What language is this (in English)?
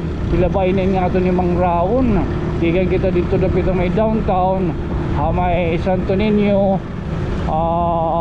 Waray